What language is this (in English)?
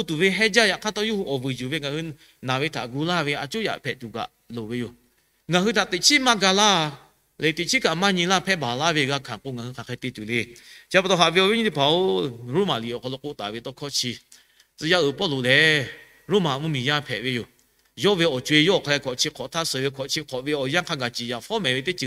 Lahu